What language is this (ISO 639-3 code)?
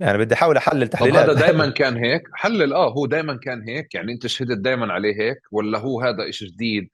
apc